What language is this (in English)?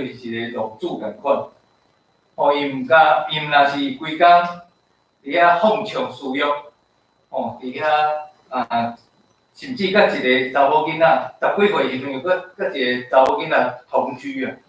Min Nan Chinese